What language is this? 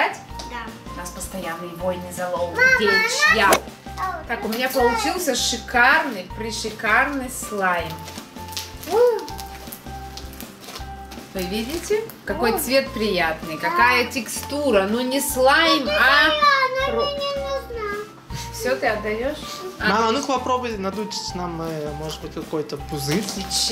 Russian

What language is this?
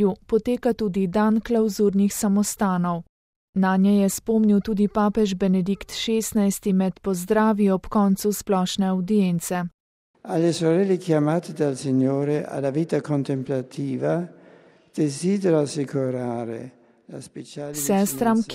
Slovenian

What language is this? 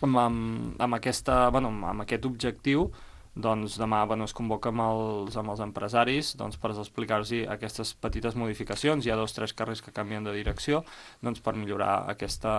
Catalan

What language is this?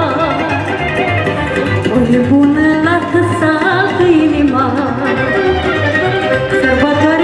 Romanian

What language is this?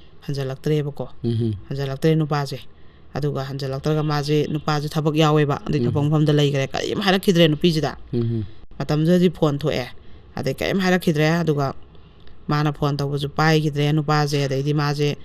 Manipuri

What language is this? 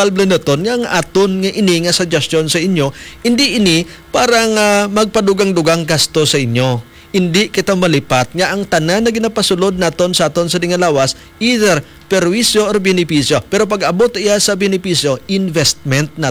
Hiligaynon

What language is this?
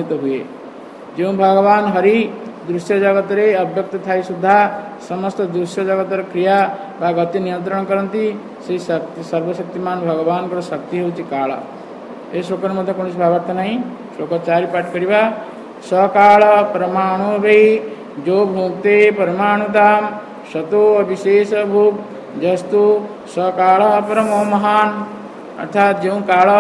Odia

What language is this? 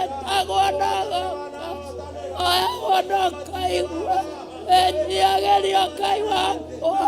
Kikuyu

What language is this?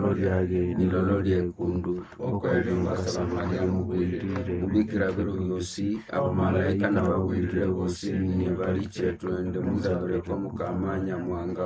Nande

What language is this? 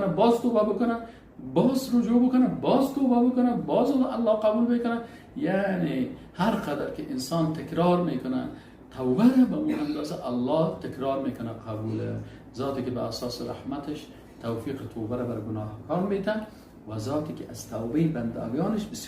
Persian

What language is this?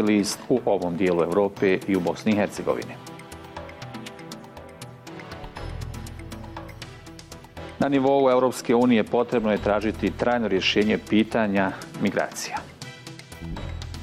Bosnian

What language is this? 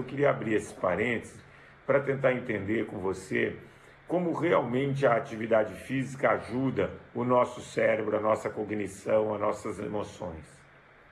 Portuguese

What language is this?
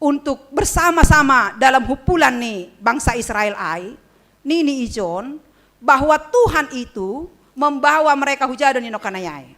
Batak Simalungun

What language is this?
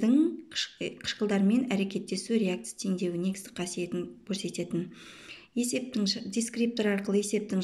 Kazakh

